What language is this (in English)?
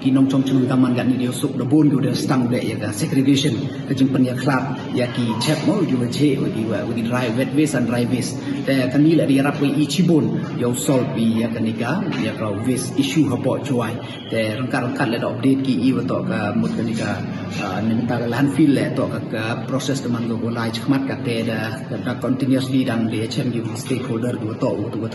Pnar